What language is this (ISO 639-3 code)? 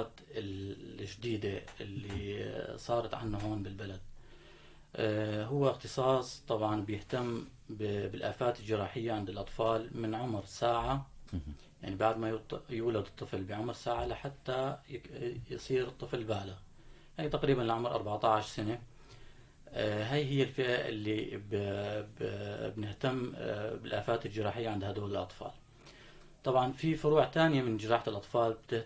apc